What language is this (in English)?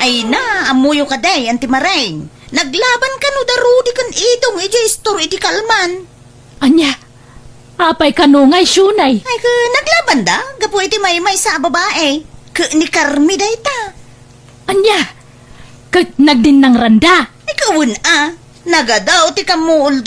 Iloko